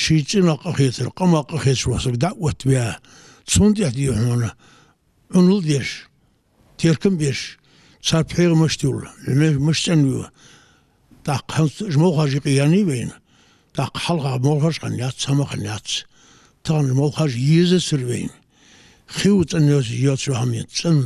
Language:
Ingush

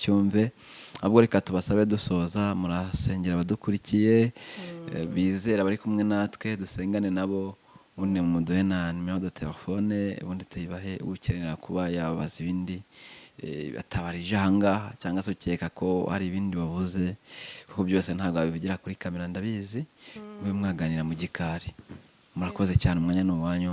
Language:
Kinyarwanda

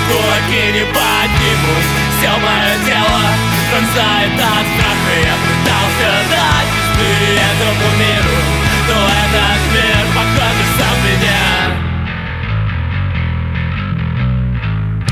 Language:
Russian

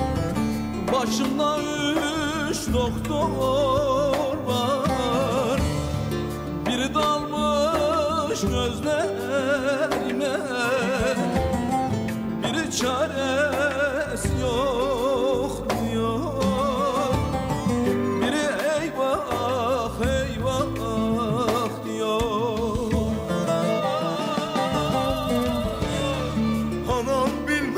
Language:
Turkish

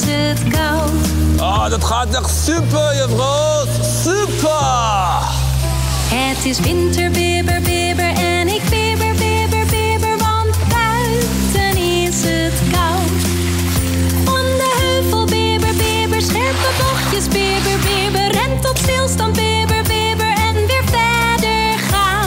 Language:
Dutch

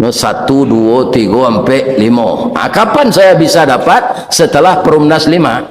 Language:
Minangkabau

